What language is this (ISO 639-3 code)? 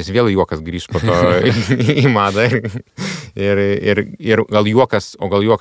lit